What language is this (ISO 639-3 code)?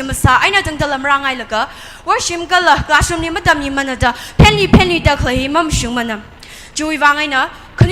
nmf